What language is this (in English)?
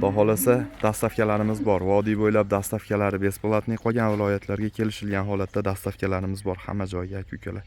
Uzbek